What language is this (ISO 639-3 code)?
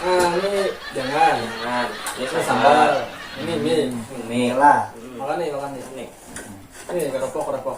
bjn